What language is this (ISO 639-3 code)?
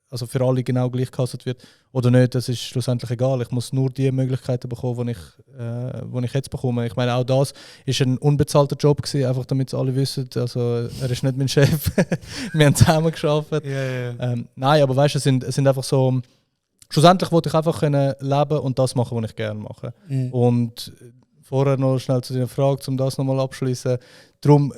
gsw